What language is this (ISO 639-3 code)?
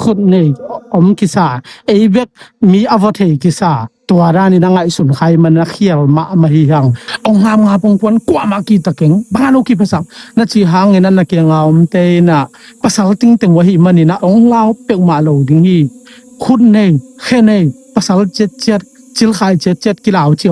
ctd